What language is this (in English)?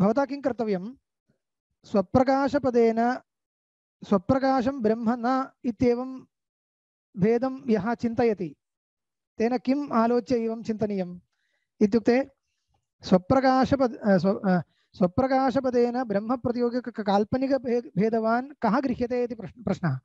Sanskrit